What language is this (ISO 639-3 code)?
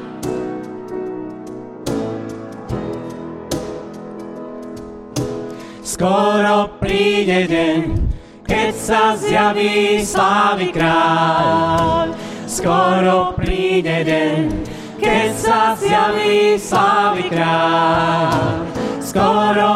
slk